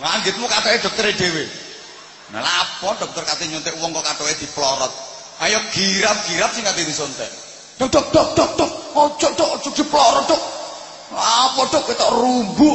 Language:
Javanese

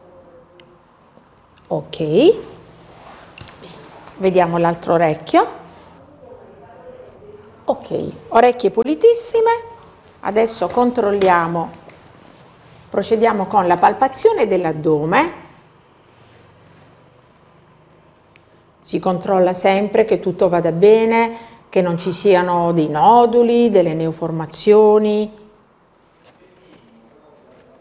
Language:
Italian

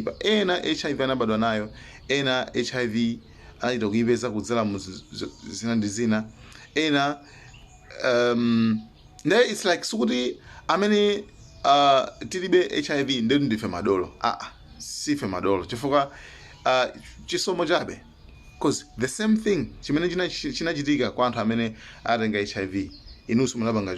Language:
Nyanja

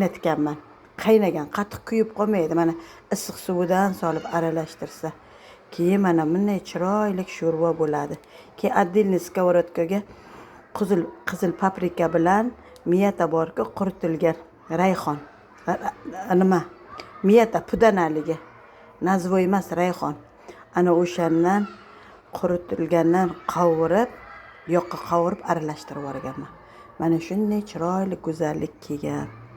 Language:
Uzbek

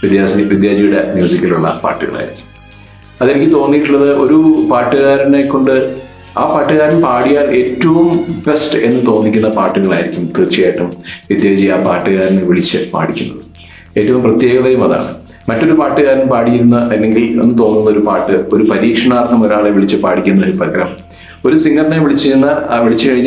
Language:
Malayalam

